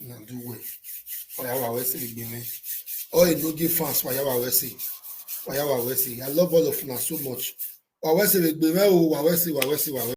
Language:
Nigerian Pidgin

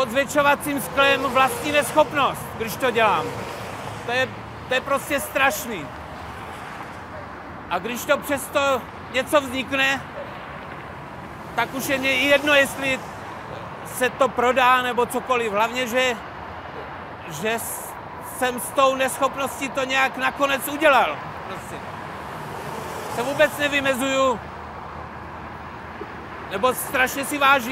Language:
Czech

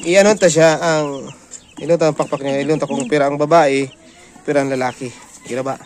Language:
Bikol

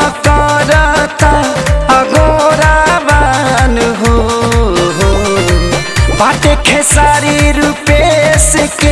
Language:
Bhojpuri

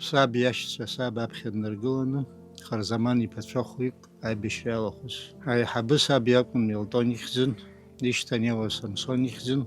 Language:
Abkhazian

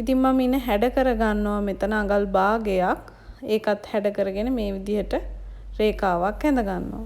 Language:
Sinhala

